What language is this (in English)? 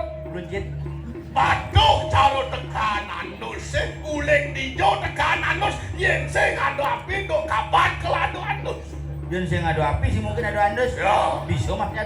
Balinese